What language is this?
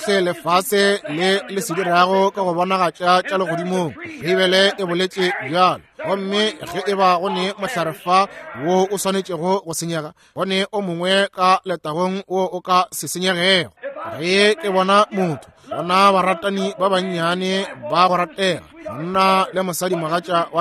Northern Sotho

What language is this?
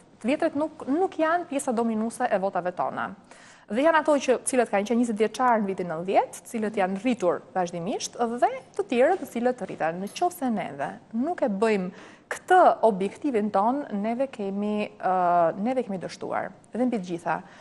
Albanian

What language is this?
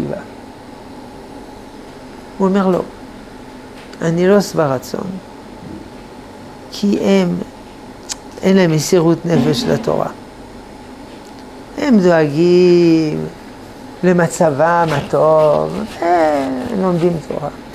Hebrew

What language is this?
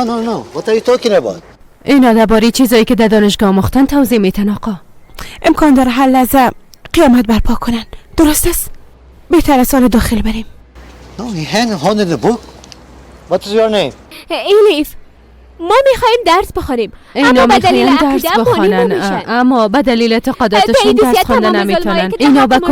Persian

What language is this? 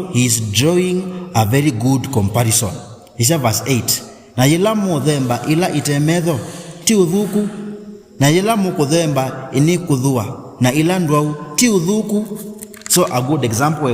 Kamba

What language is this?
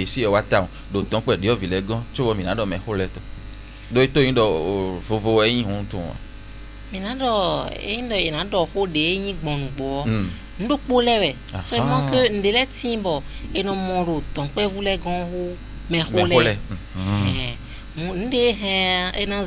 Fon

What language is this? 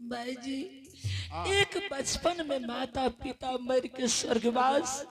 Angika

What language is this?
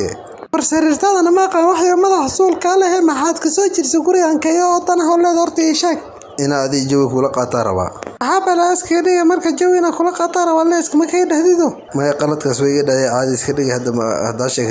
Somali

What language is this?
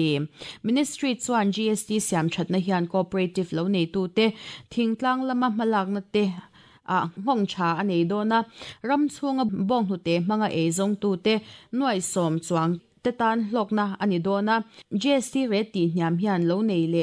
Mizo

